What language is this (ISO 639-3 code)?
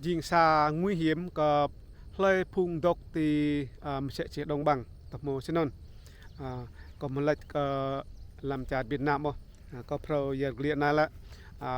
rad